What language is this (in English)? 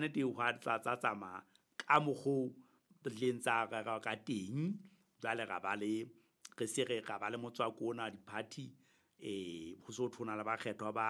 Southern Sotho